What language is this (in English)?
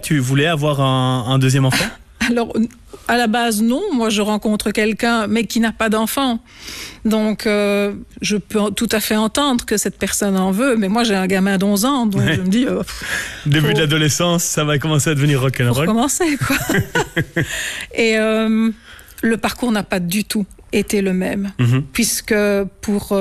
French